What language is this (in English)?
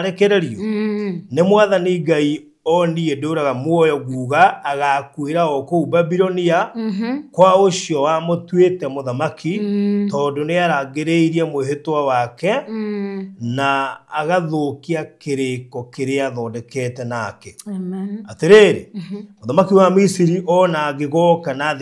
Kikuyu